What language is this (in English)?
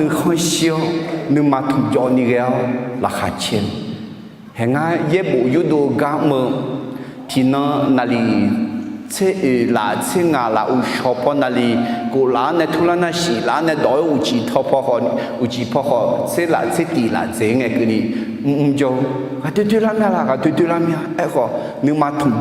Akha